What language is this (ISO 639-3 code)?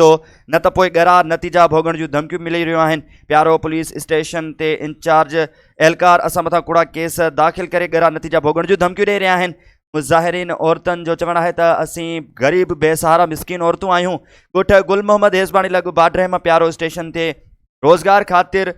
snd